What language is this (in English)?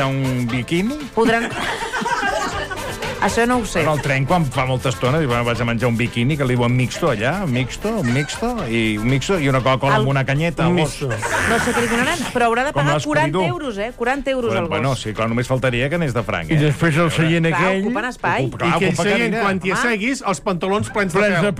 Catalan